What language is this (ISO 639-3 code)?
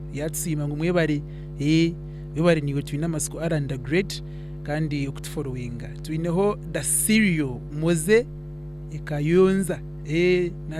nyn